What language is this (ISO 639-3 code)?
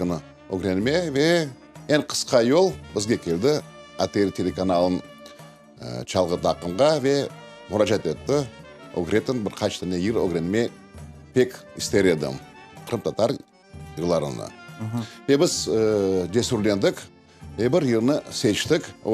crh